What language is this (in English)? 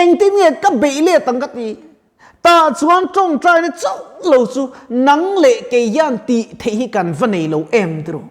Mizo